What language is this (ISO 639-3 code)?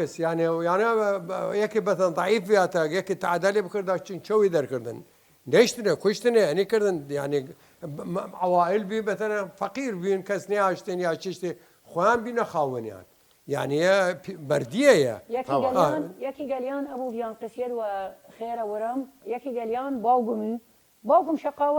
sdh